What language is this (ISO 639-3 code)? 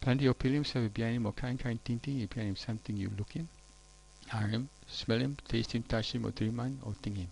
tpi